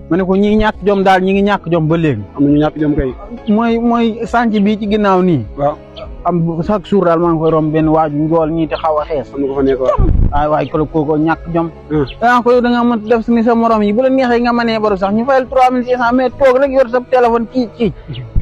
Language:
Wolof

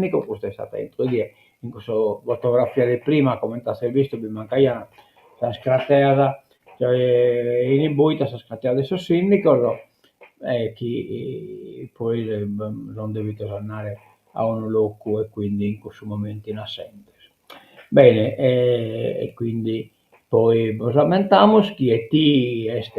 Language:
Sardinian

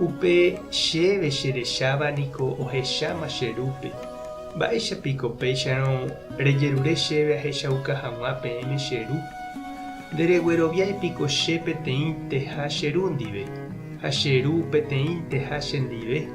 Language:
Guarani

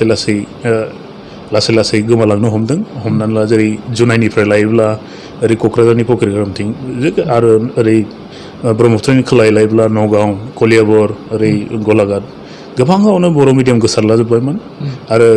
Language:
Bodo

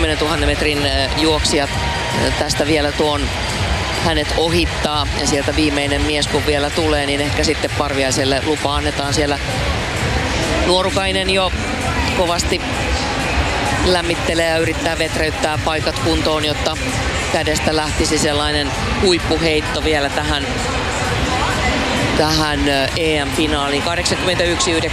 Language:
Finnish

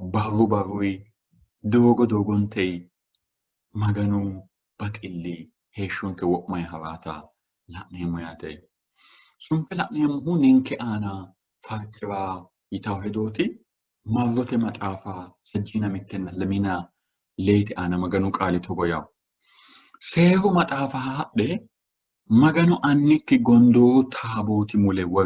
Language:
Sidamo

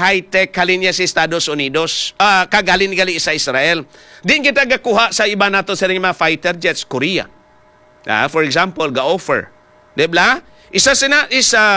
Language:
Hiligaynon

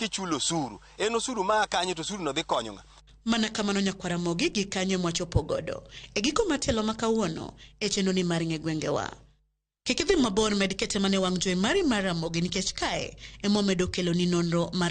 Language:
Luo (Kenya and Tanzania)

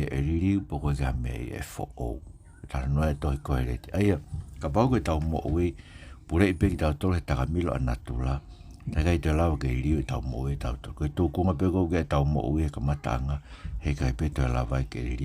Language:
Tongan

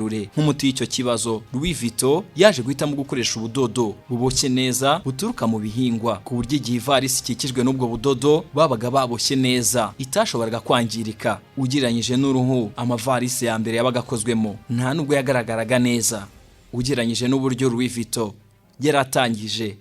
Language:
Kinyarwanda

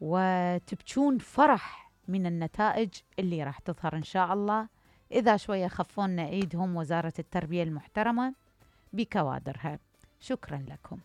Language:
Mesopotamian Arabic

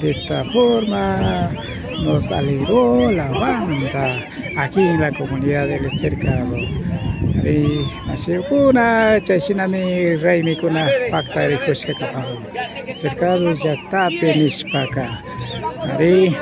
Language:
Imbabura Highland Quichua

